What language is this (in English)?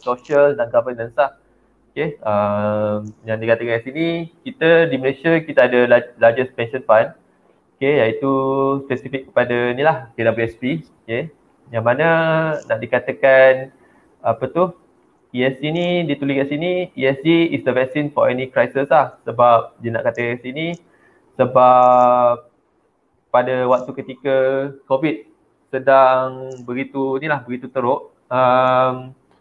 Malay